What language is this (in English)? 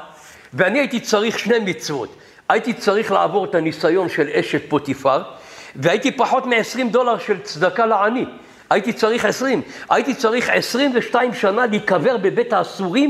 Hebrew